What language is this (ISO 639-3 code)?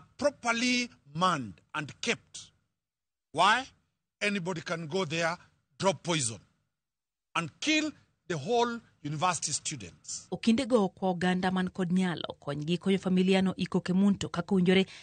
luo